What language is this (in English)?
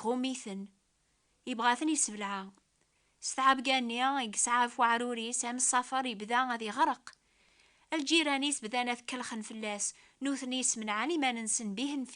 Kabyle